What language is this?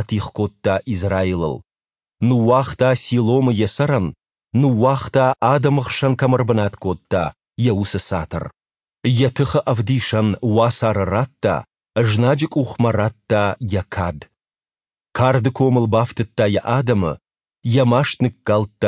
Ossetic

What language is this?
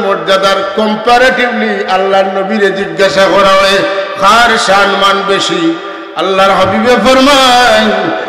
Sylheti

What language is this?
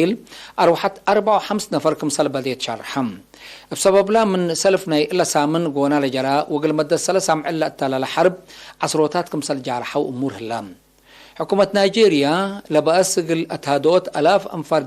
Tigre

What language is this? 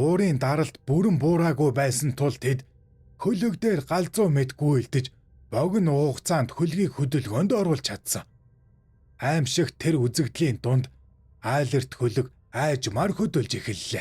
Mongolian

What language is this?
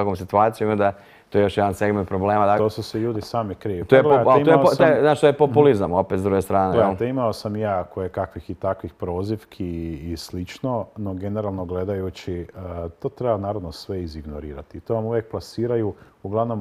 Croatian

